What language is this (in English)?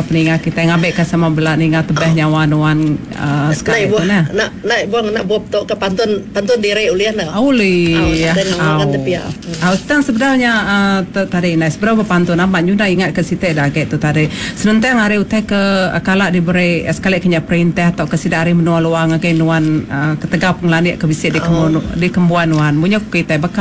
Iban